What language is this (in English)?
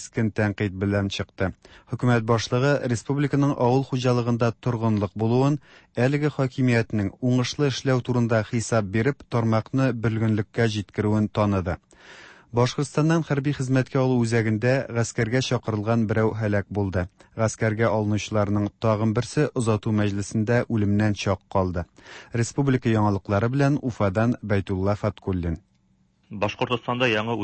Tatar